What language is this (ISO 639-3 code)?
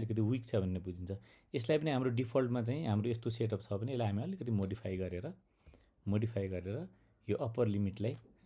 nep